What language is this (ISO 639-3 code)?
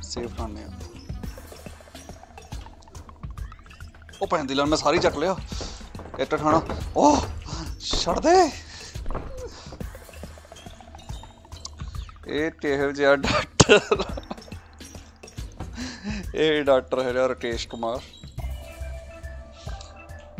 pan